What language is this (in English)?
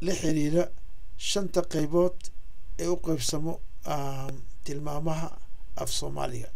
Somali